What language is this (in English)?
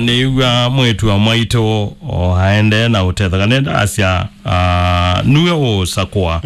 Kamba